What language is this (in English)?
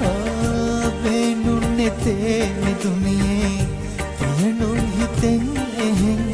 Divehi